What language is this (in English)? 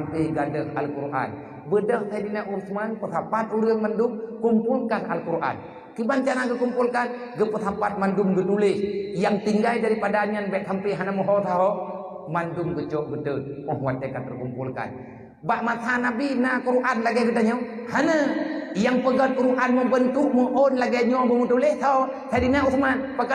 Achinese